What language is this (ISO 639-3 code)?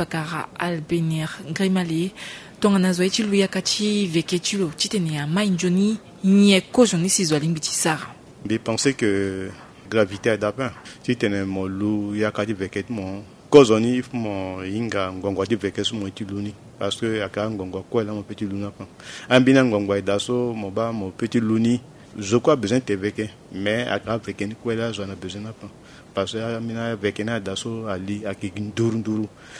sag